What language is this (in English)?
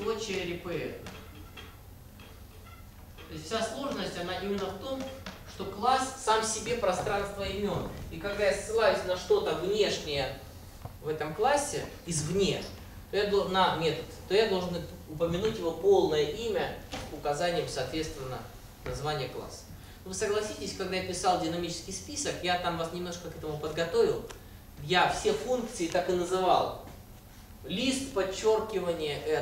Russian